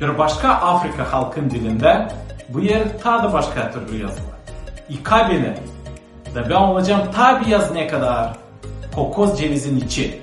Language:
Gagauz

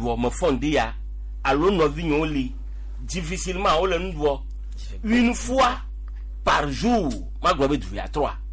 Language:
Gen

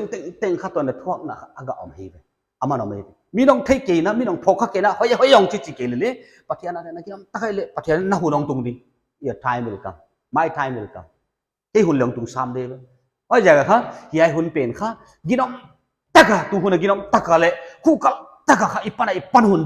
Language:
Paite Chin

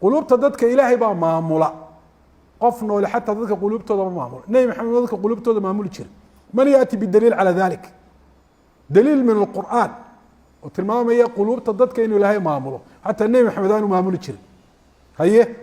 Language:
Somali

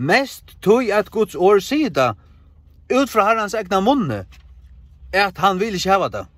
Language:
Faroese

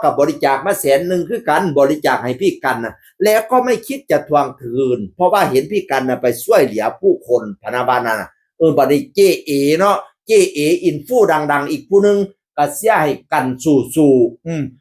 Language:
Northeastern Thai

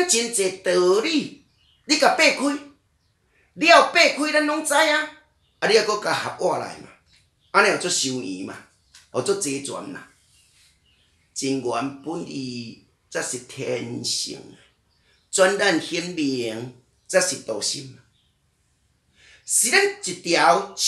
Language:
Min Nan Chinese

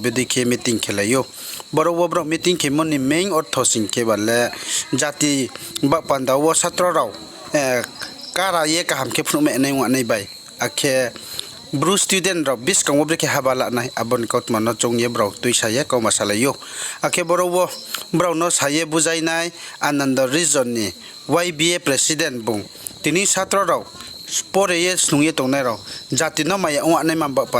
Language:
Riang (India)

